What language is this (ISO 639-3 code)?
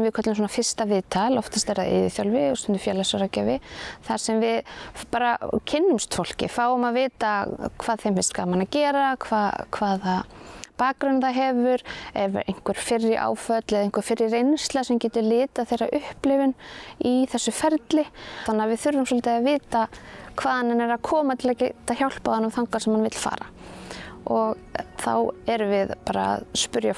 isl